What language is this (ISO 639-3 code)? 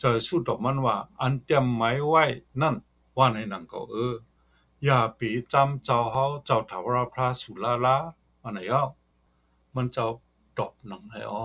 shn